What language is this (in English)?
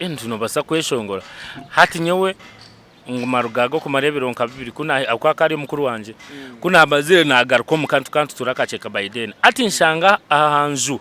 Nyankole